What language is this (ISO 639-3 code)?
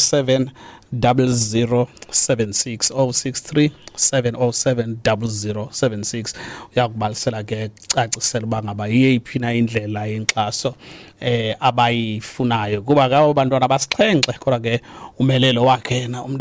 xho